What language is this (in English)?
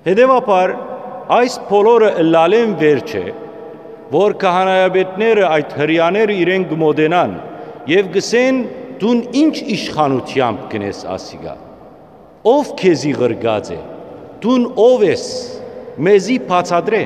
Western Armenian